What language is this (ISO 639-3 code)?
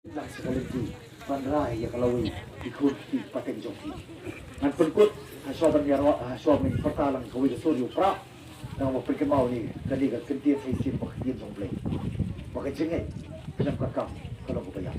kha